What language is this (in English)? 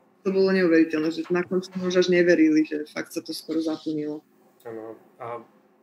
Slovak